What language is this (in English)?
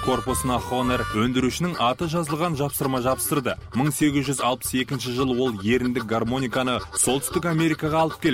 Kazakh